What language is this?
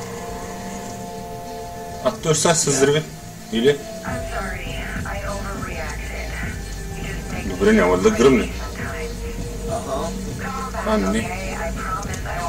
Bulgarian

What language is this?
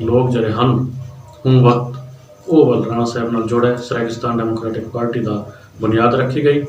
Saraiki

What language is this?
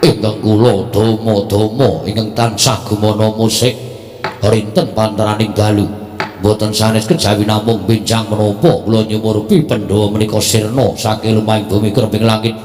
Javanese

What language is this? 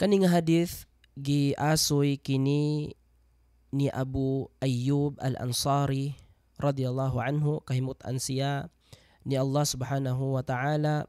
Cebuano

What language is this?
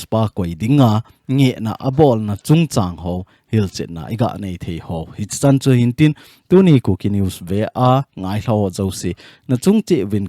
Thado Chin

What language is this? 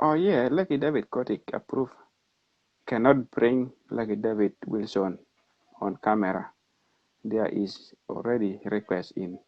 Acoli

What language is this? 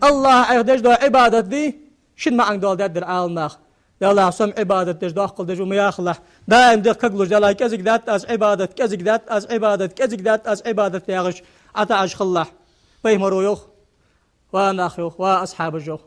Ingush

